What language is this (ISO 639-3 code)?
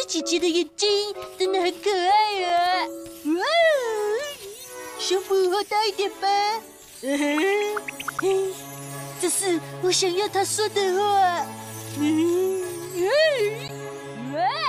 zho